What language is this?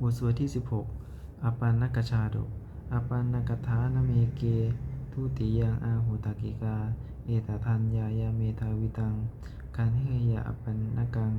Pali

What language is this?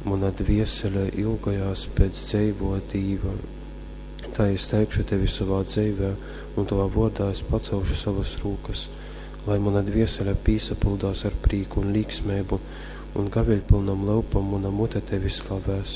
Latgalian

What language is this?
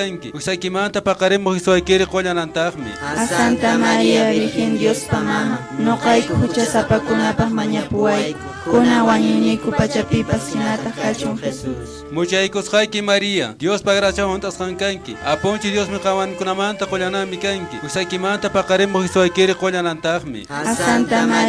Quechua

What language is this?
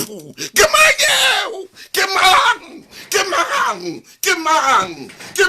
Southern Sotho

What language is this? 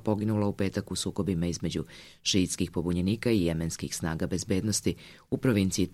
Serbian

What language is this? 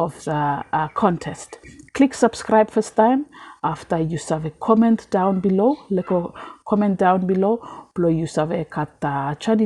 Bislama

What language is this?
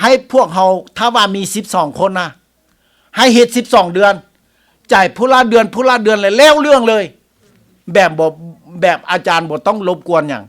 Lao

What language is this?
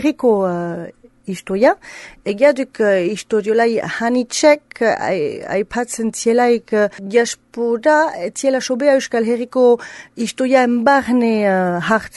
Basque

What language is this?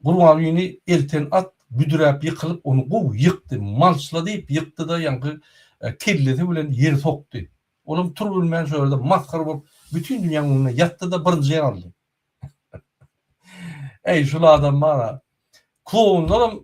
Turkmen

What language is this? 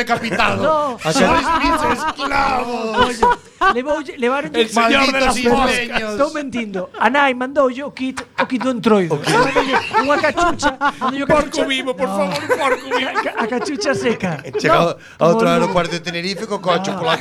Galician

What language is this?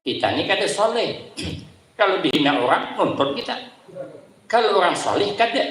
Banjar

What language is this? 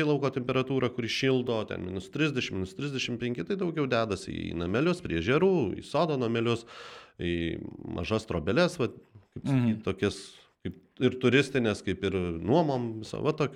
Lithuanian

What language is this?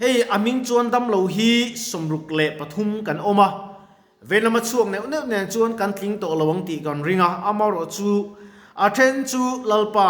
Mizo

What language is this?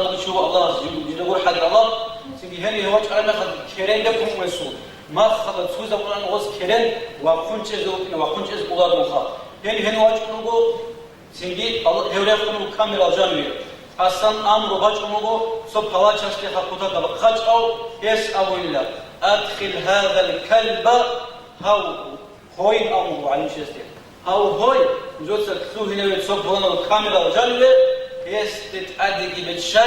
Avaric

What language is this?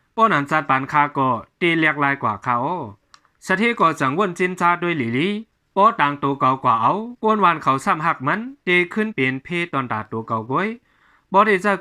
Shan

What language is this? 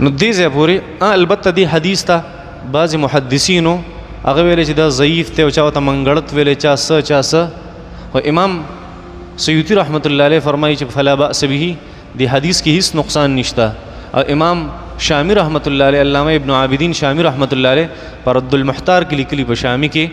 Pashto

